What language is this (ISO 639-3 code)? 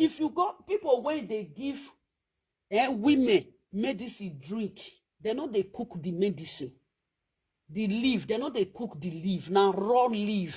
pcm